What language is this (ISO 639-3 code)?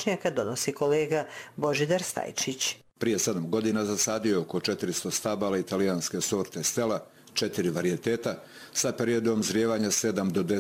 bos